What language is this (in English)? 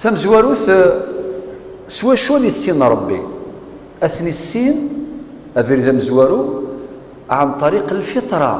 Kabyle